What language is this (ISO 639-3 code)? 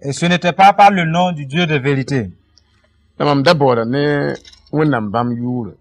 mos